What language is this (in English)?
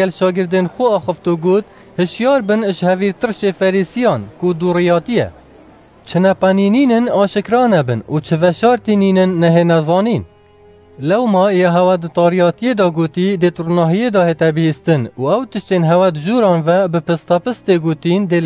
Kurdish